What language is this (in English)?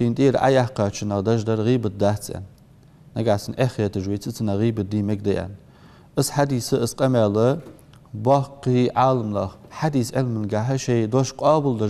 Ingush